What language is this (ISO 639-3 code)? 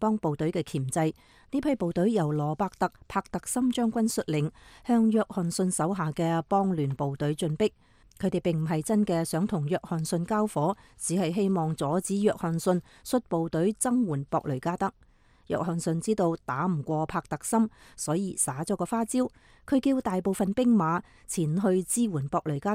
yue